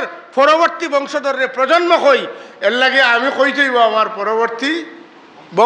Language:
Sylheti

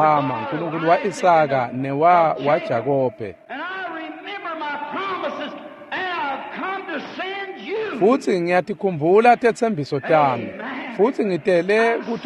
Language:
Swati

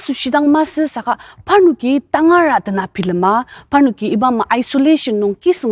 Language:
Ao Naga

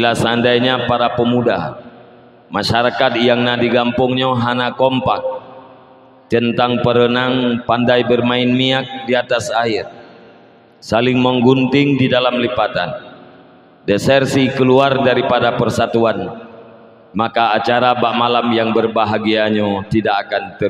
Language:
Achinese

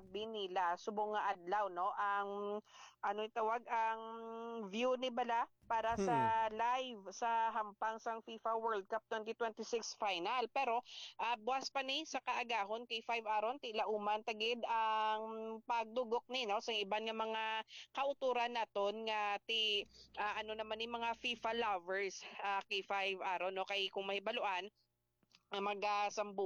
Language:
Hiligaynon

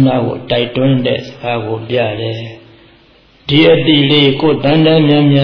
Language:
Burmese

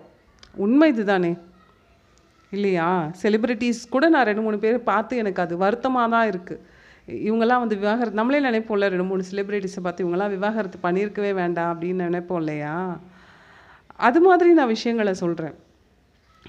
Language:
Tamil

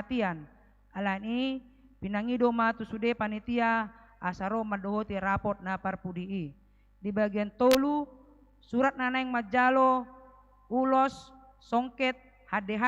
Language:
Batak Toba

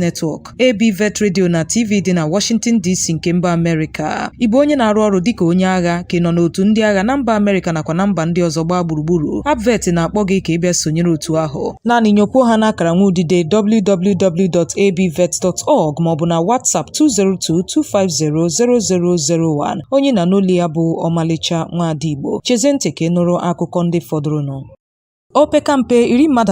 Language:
Igbo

